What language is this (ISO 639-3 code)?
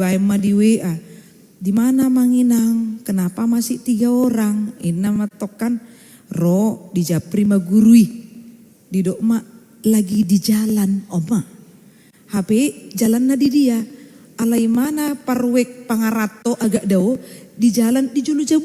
bbc